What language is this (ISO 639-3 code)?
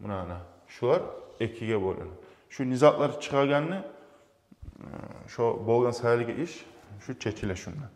kum